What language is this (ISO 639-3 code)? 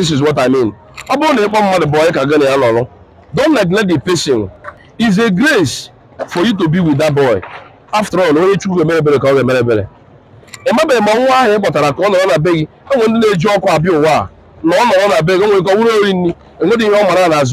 ibo